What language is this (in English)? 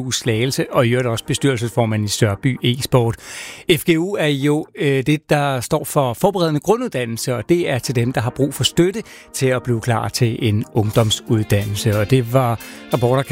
Danish